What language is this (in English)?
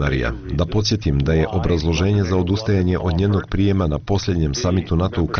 Bosnian